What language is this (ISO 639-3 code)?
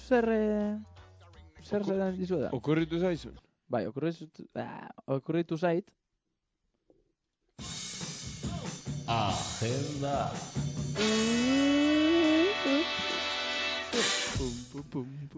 eus